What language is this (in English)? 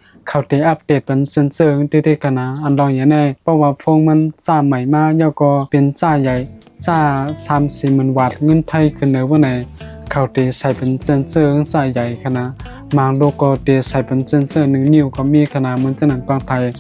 Shan